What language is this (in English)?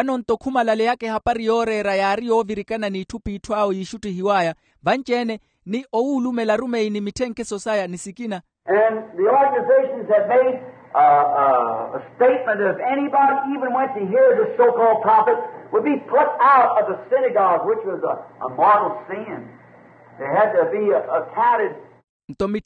Makhuwa